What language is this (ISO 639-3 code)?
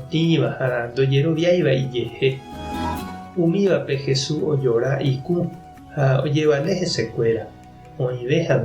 grn